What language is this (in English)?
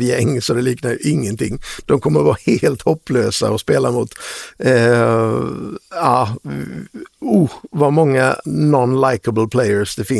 Swedish